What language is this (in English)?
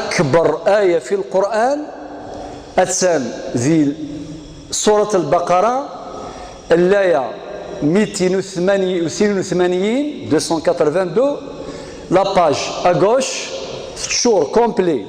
Kabyle